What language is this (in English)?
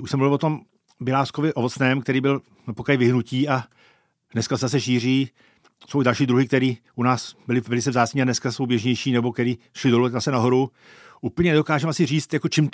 Czech